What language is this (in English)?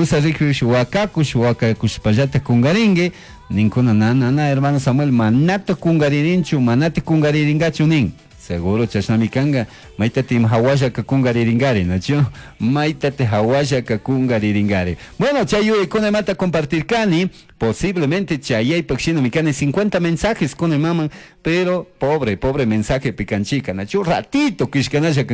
Chimborazo Highland Quichua